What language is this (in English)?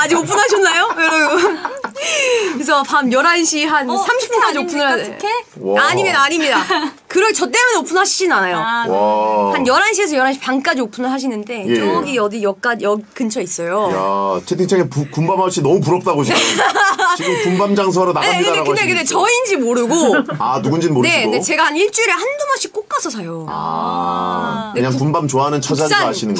Korean